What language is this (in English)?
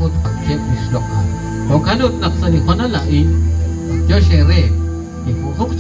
Kekchí